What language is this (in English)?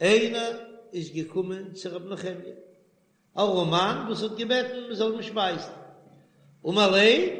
Yiddish